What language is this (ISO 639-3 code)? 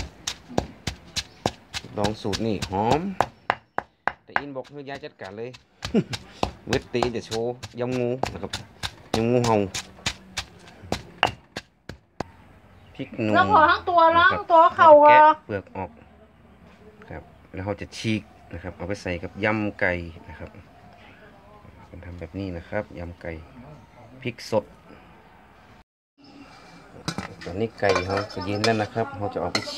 tha